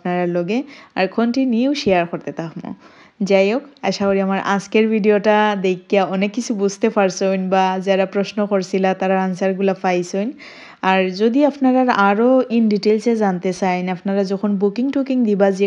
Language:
Sylheti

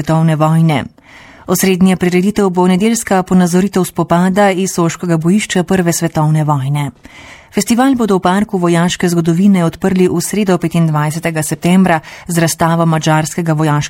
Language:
Slovenian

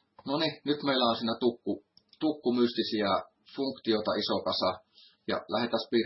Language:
Finnish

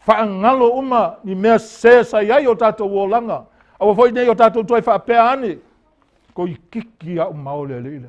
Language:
Samoan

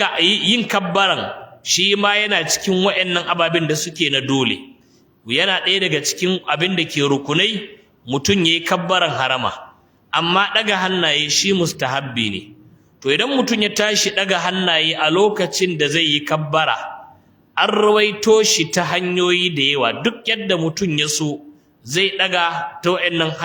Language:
Hausa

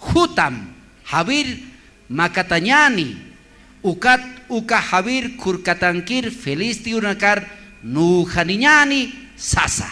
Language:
Aymara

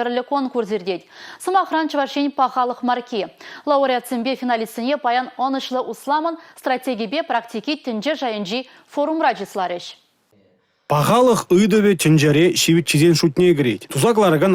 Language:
Chuvash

